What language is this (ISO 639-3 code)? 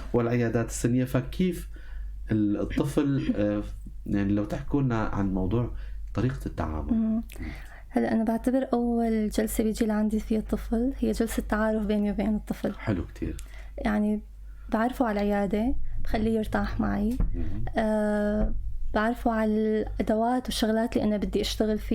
apc